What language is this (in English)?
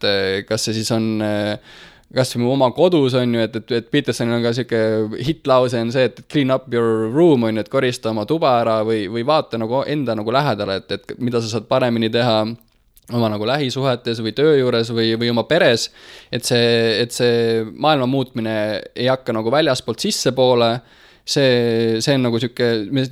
Estonian